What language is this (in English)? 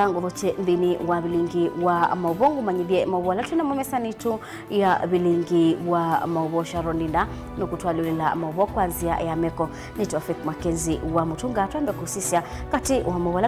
Kamba